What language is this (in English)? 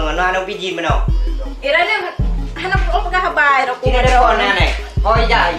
Achinese